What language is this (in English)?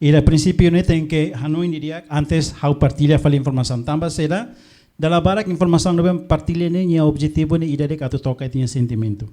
Tetum